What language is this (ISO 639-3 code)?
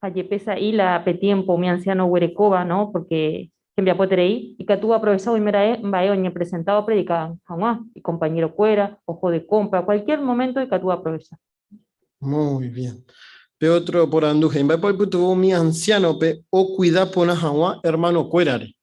grn